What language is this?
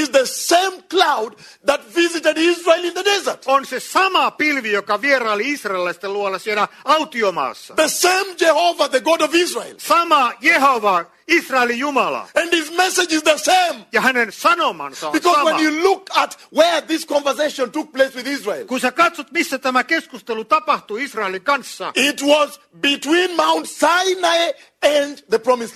Finnish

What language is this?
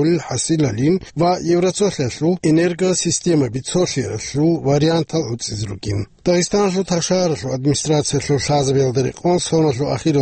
Avaric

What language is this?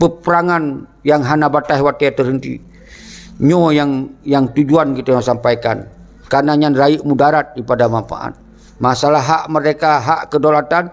Achinese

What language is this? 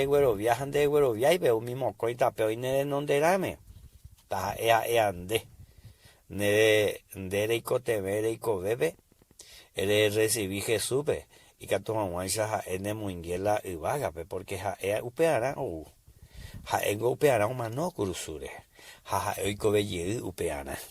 Guarani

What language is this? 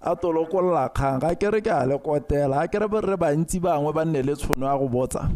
Tswana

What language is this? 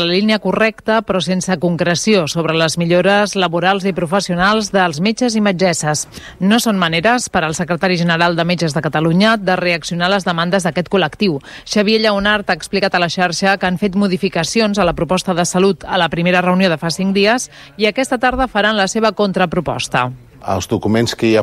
Catalan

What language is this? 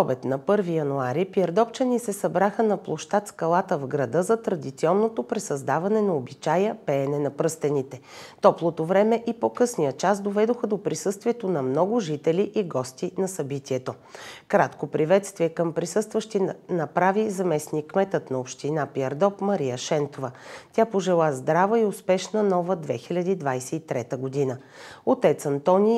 Bulgarian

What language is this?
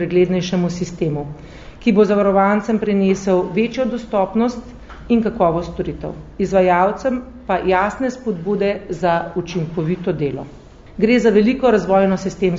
Slovenian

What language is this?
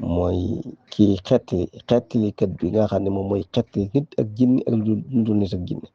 Wolof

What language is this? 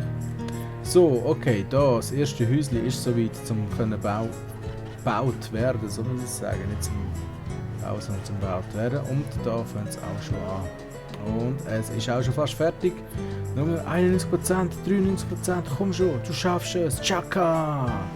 Swiss German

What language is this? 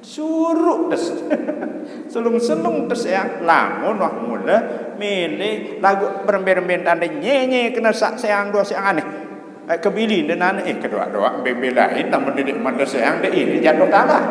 Sasak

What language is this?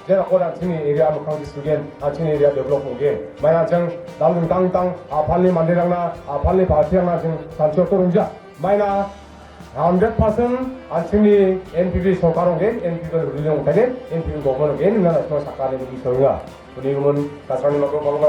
Garo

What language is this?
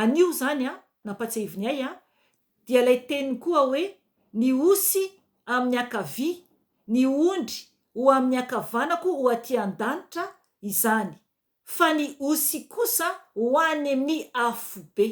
Malagasy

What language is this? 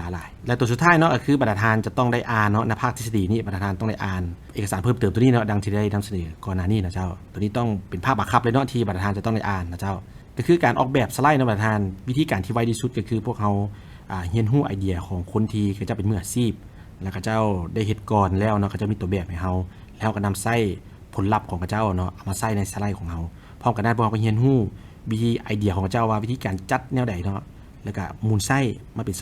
Lao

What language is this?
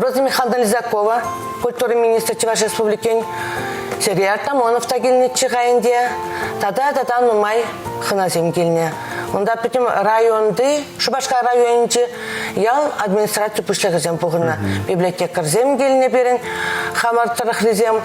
Chuvash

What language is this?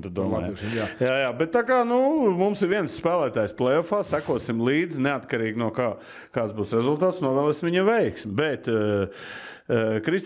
Latvian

